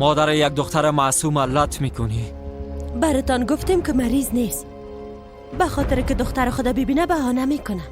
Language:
Persian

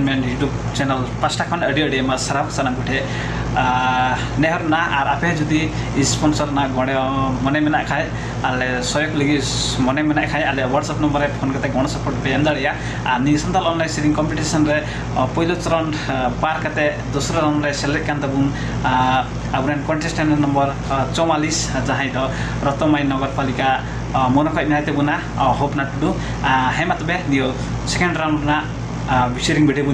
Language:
Santali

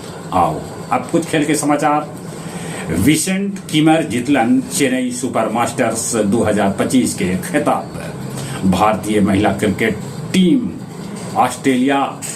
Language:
Magahi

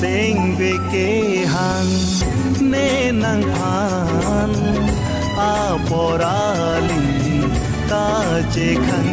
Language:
Karbi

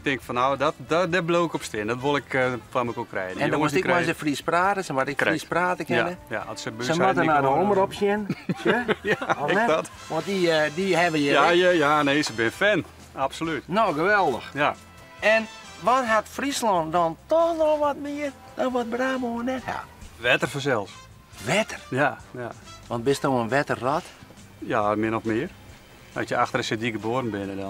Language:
Western Frisian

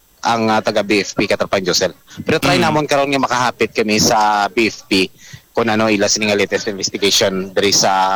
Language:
Hiligaynon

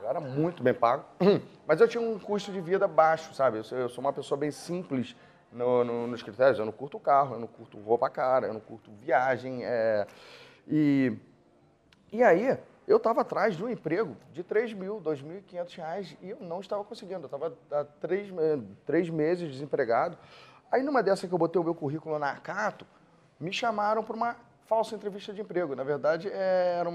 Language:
Portuguese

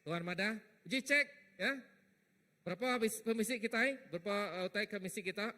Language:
Iban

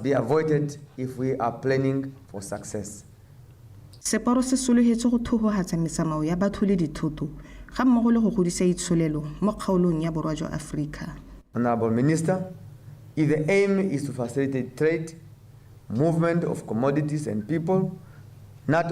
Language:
Tswana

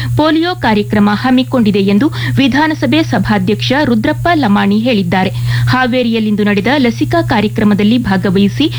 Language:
Kannada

